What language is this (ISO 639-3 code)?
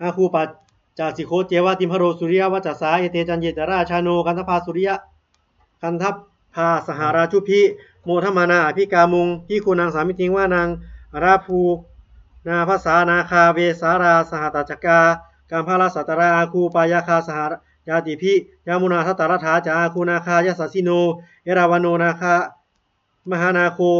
pli